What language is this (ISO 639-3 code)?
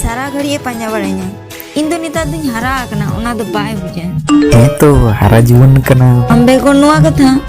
sat